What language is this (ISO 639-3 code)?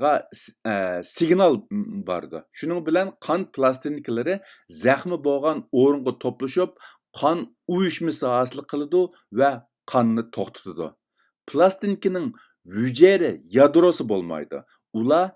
uig